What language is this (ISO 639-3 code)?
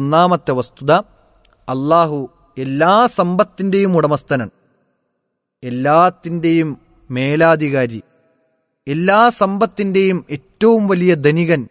mal